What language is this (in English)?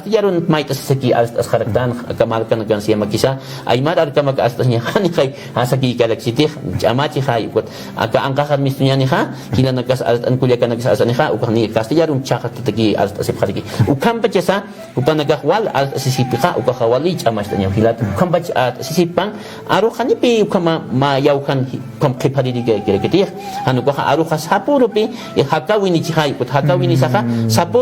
Aymara